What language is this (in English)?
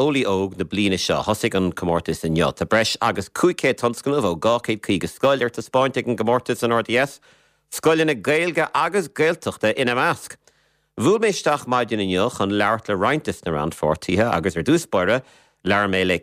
Irish